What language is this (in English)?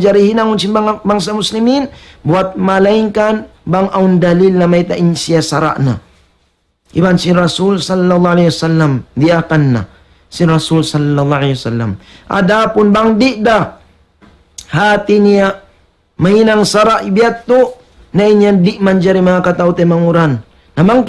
Tausug